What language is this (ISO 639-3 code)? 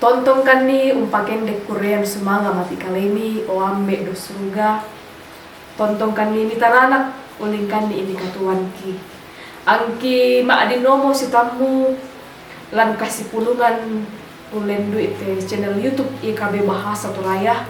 sda